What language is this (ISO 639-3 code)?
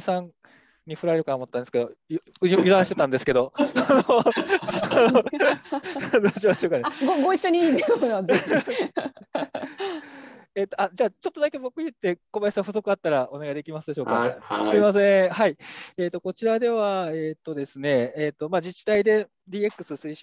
jpn